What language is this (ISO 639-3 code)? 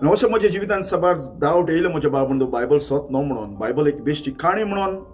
kok